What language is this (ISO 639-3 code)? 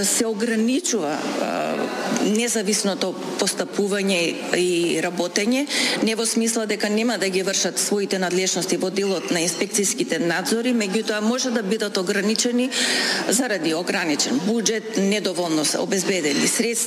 mkd